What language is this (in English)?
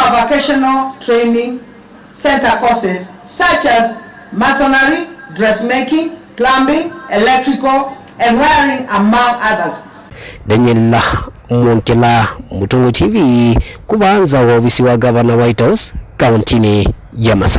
Kamba